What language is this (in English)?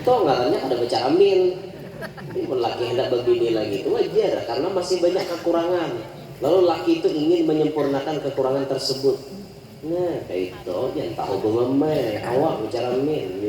Banjar